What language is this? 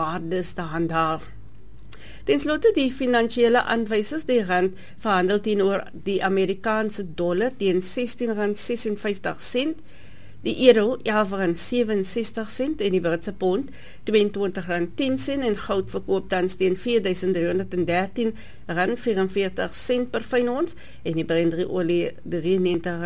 Afrikaans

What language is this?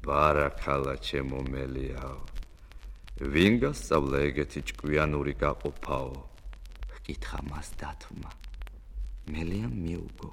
Georgian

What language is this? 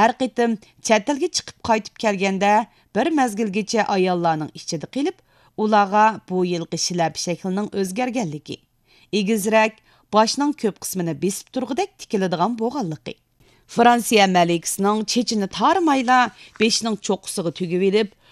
Uyghur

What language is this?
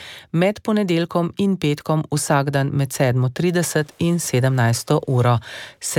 Slovenian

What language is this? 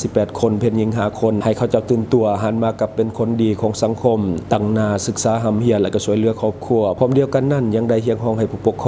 Lao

